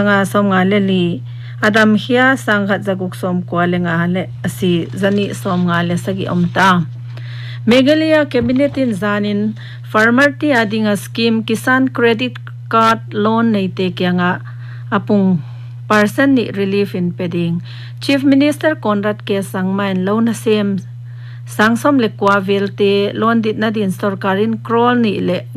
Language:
Paite Chin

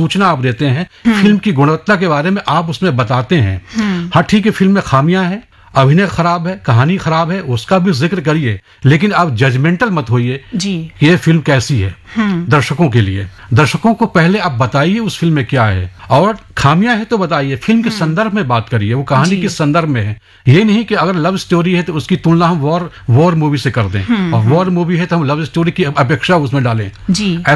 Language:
Hindi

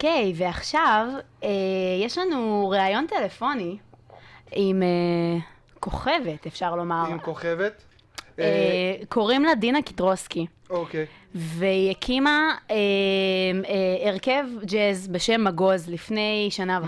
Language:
Hebrew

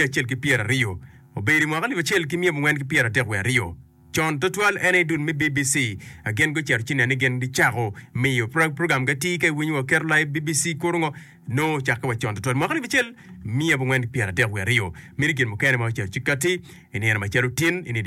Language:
Acoli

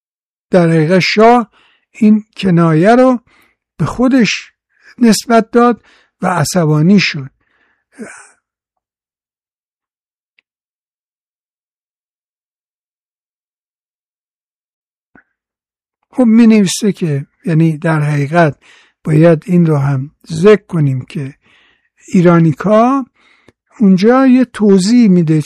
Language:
Persian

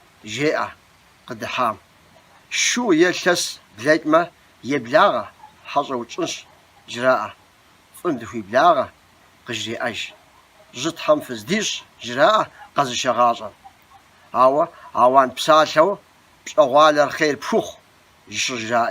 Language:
Kabardian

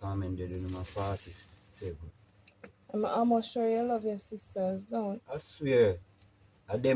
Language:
Jamaican Creole English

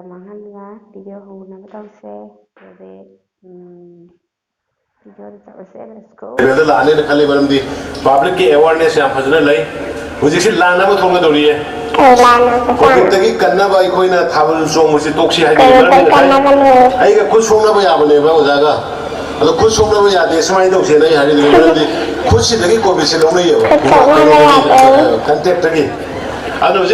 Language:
Manipuri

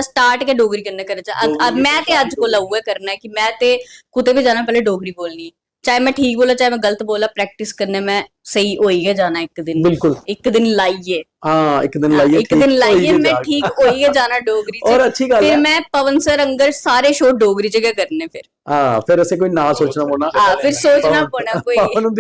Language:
Dogri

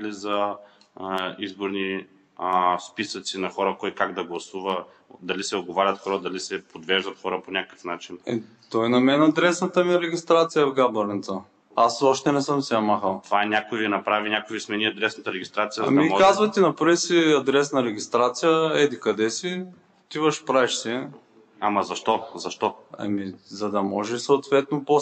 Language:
Bulgarian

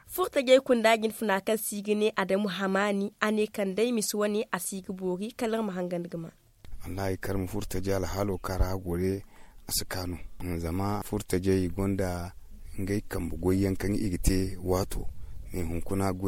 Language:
Zarma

